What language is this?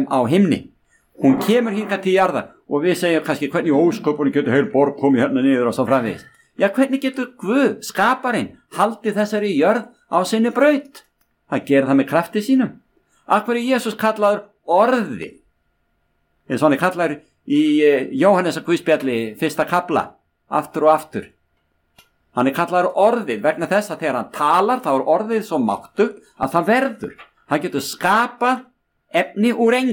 Icelandic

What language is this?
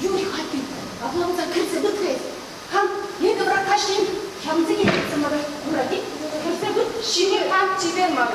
Chuvash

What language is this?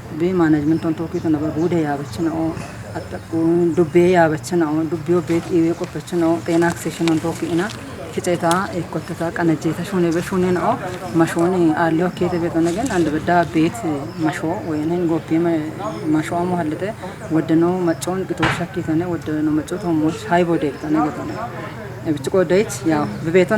Kafa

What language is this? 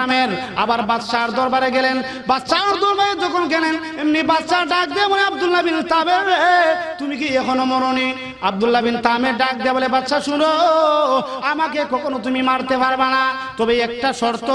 Sylheti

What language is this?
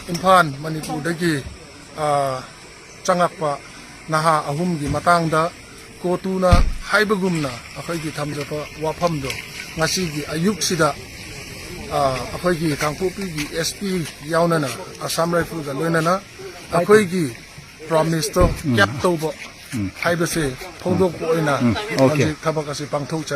Manipuri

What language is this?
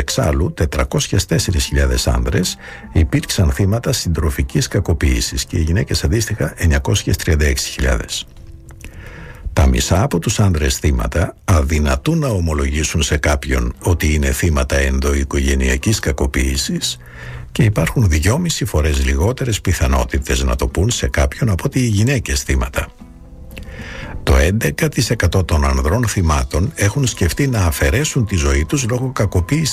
Greek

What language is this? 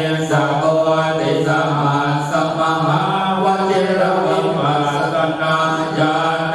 Pali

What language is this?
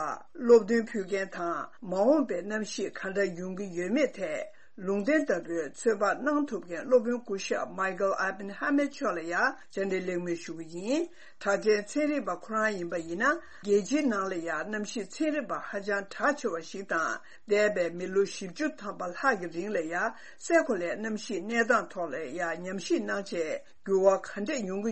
Tibetan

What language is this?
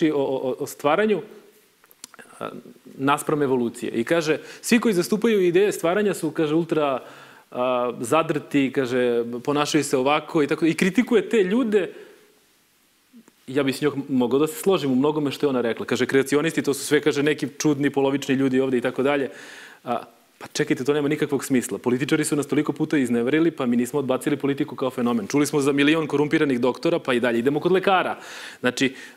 Serbian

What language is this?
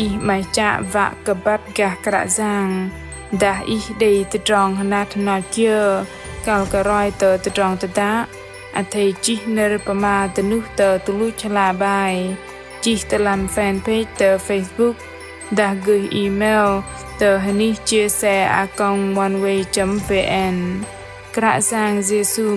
Bahnar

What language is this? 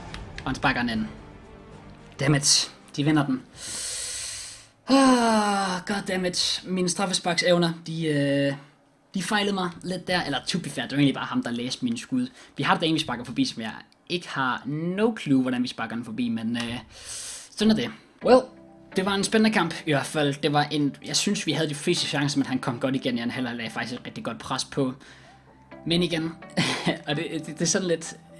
Danish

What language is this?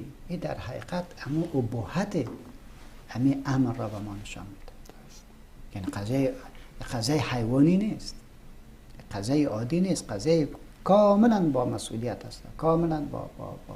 Persian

